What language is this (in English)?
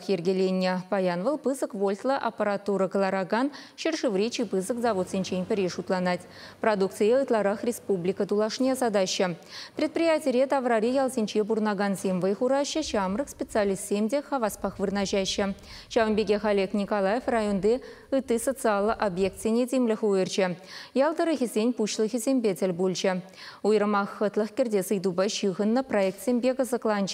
Chuvash